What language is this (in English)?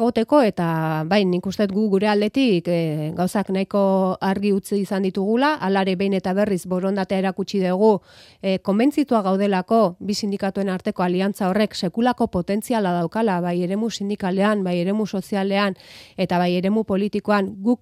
Basque